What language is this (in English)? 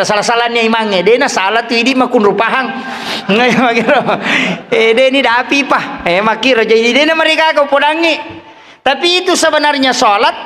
Buginese